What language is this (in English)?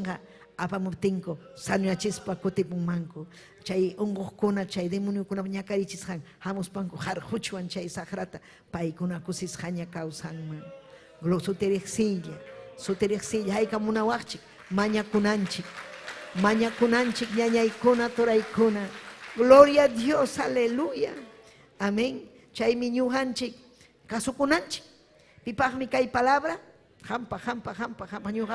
Ayacucho Quechua